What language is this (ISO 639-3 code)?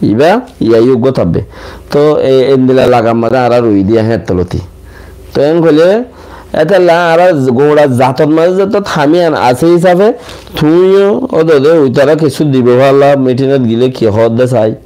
rhg